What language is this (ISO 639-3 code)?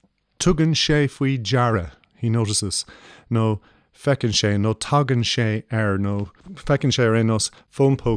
gle